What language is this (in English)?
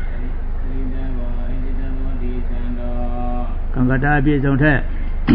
Burmese